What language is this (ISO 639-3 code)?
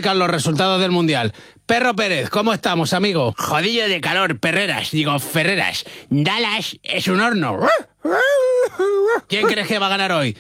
spa